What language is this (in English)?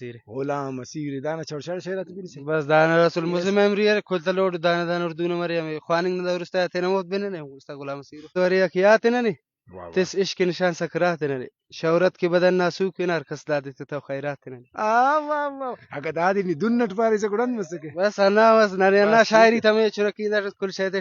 Brahui